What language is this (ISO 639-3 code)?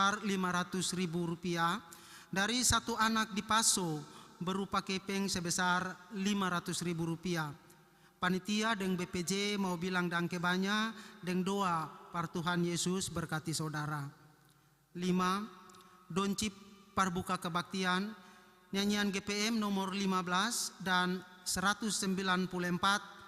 abs